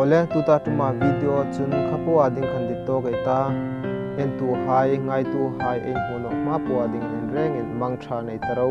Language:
Hmar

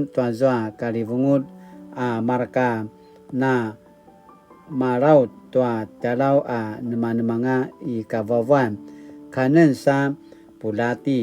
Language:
Paiwan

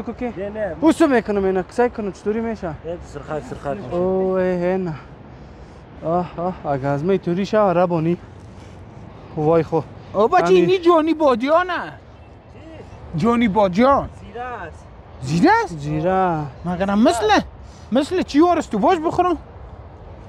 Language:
Persian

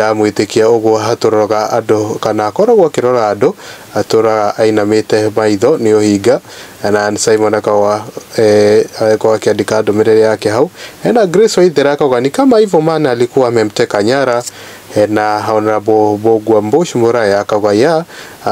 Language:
Kikuyu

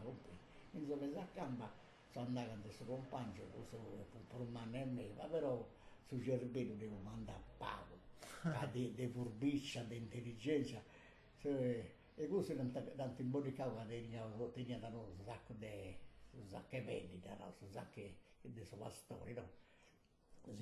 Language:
Sardinian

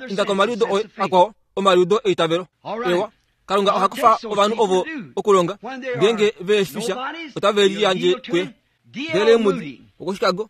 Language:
Kuanyama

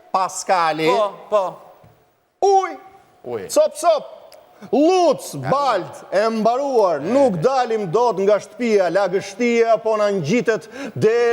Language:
Albanian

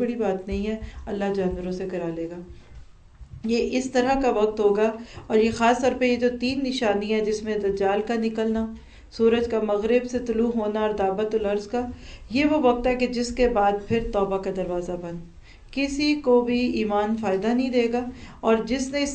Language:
Urdu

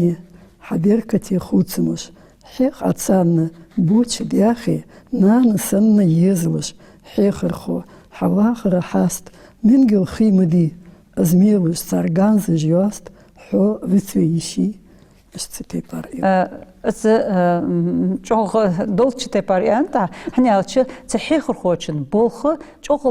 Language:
Ingush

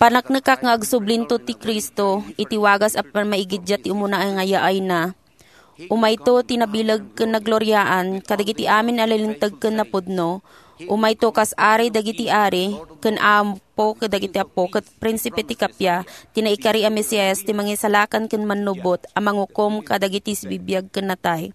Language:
Iloko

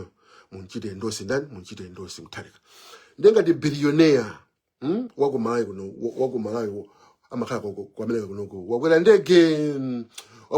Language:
Nyanja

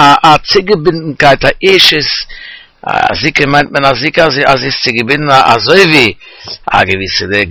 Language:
Yiddish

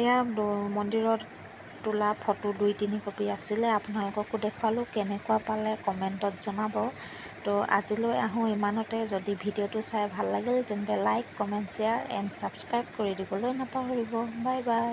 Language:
Assamese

